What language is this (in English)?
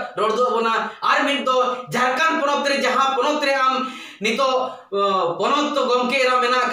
Santali